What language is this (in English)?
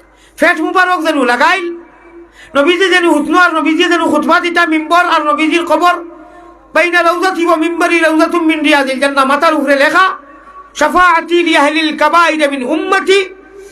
Sylheti